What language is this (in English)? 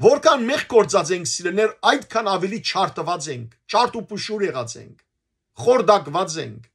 Western Armenian